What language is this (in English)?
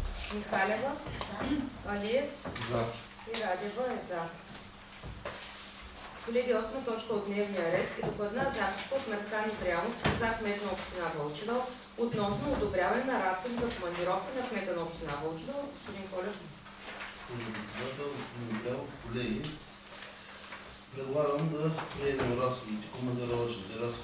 Bulgarian